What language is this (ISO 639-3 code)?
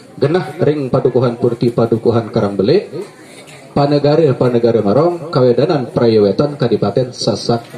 sas